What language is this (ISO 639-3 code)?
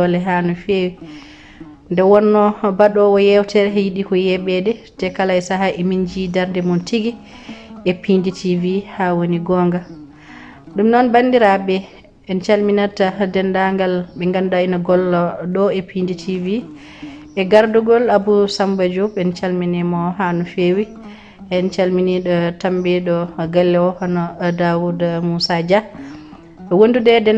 ful